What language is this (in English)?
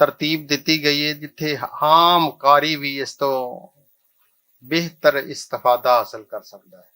Western Panjabi